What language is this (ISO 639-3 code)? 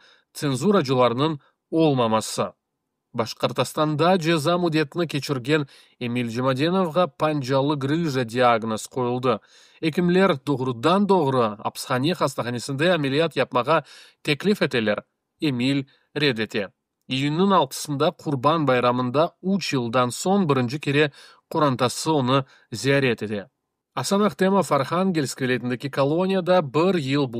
crh